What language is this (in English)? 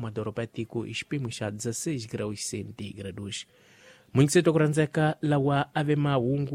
Tsonga